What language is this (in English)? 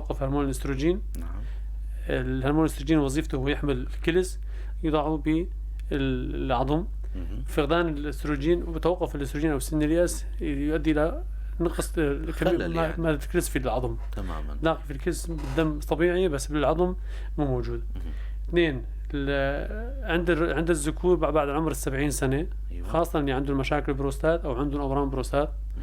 North Levantine Arabic